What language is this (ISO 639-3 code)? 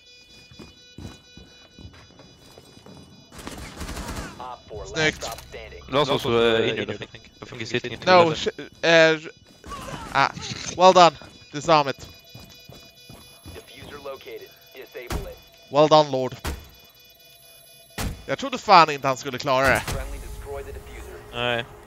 swe